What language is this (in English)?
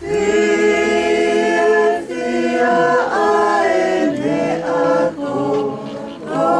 Tongan